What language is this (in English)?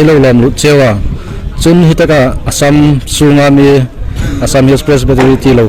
Hmar